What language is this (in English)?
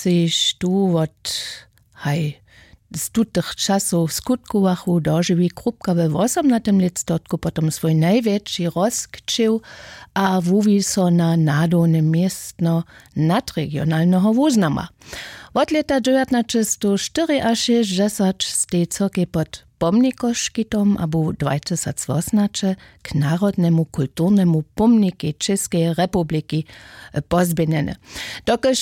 Upper Sorbian